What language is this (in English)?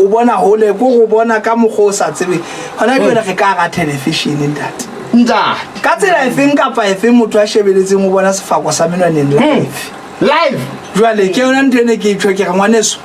Southern Sotho